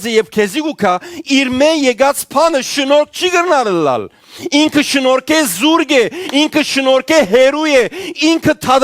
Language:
Western Armenian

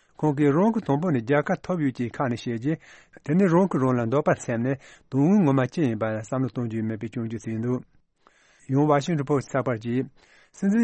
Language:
Tibetan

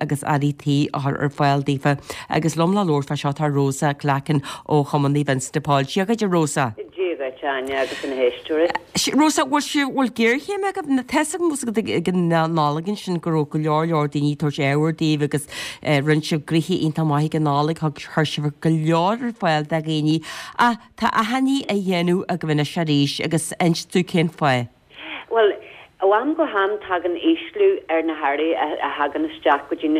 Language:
Irish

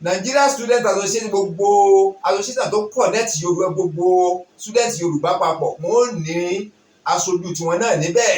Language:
Yoruba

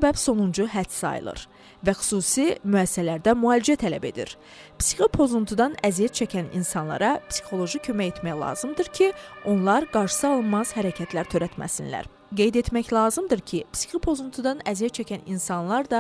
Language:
Azerbaijani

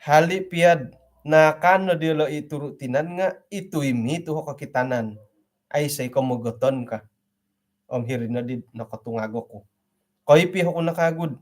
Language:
Central Dusun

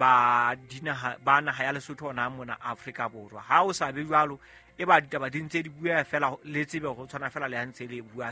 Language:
Southern Sotho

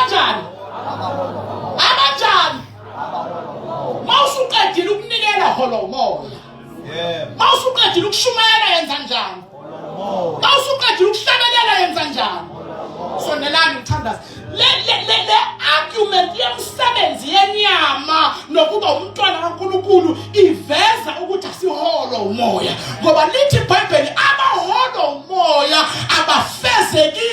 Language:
Zulu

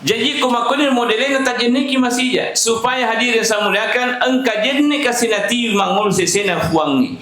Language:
Buginese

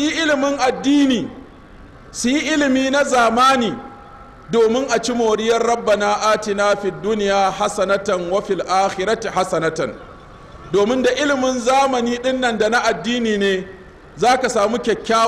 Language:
Hausa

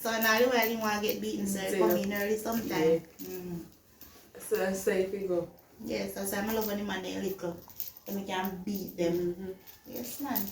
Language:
Jamaican Creole English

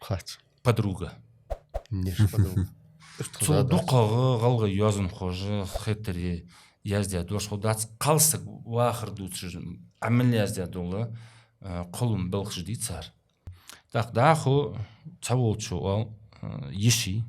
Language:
Ingush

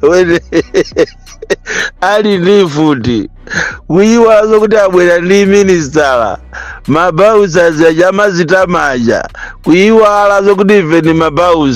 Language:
Nyanja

